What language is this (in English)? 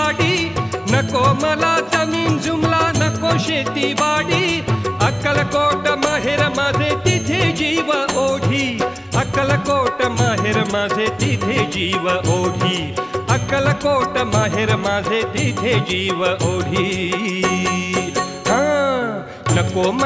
Marathi